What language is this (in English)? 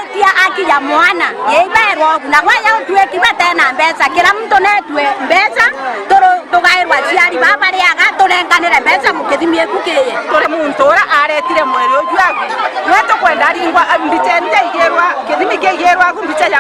Meru